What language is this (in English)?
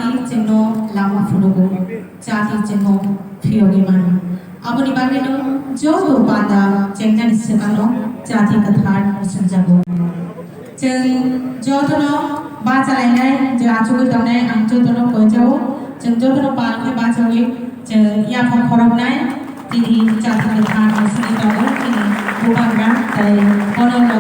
Kok Borok